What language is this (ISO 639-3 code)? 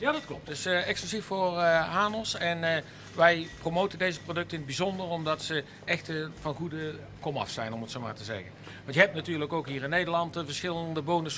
nld